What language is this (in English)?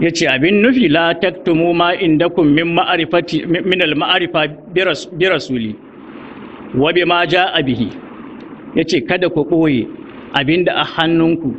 Hausa